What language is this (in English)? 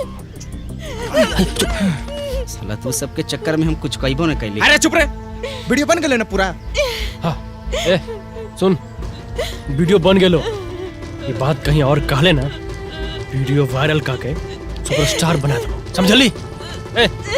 Magahi